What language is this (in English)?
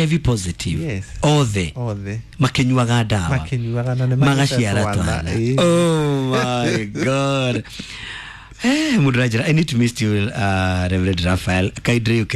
Kikuyu